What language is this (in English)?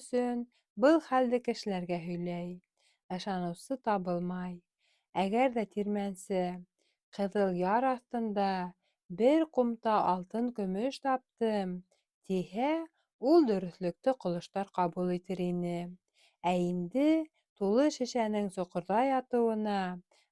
Bashkir